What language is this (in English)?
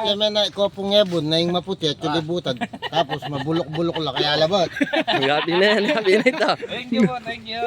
Pampanga